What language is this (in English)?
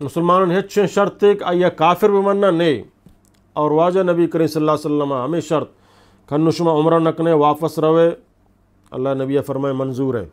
Eastern Balochi